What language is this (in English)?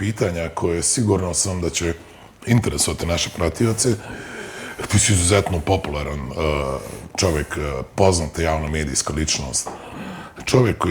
Bosnian